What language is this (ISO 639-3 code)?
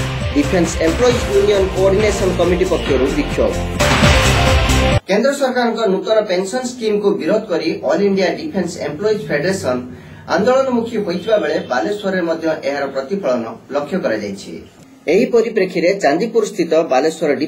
ori